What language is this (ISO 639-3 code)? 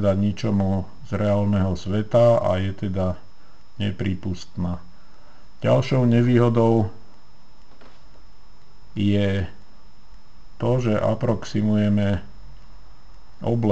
slk